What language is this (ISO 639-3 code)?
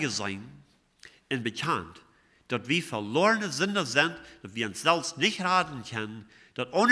pdt